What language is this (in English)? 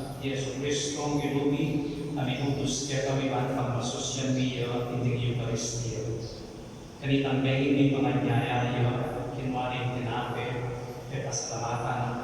Pampanga